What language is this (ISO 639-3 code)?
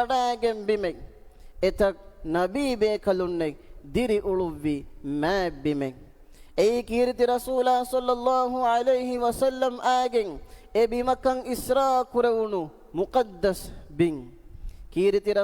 div